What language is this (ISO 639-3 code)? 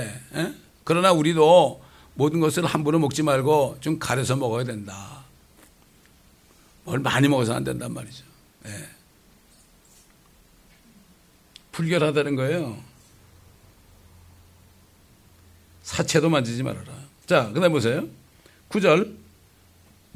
kor